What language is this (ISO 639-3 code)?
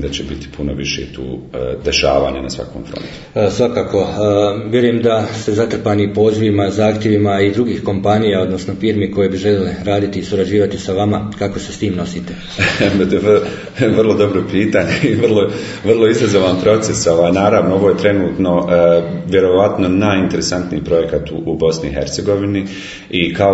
bos